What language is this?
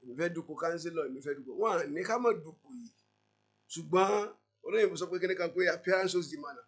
Yoruba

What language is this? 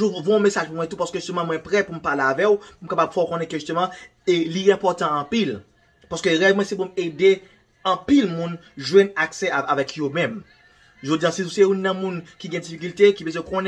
Haitian Creole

